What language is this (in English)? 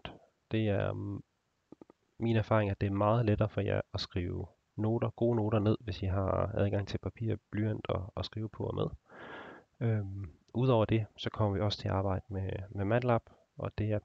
Danish